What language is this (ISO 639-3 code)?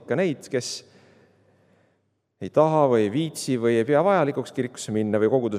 est